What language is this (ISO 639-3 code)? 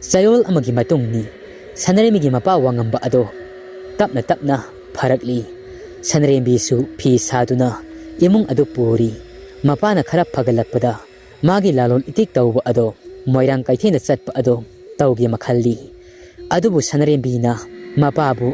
mni